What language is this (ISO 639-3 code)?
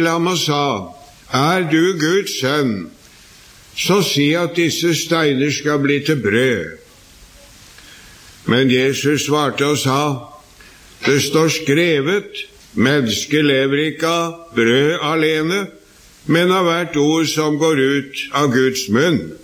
nor